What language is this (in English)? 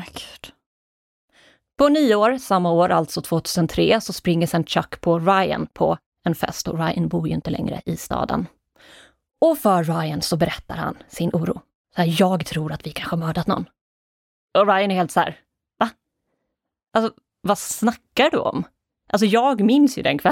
Swedish